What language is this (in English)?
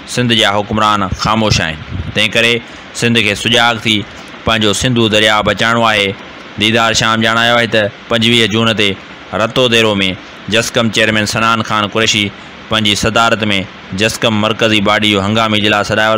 Sindhi